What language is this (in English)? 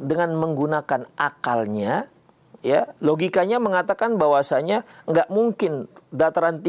Indonesian